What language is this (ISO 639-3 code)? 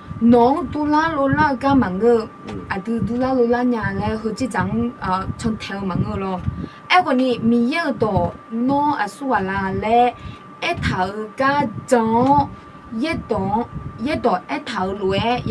ahk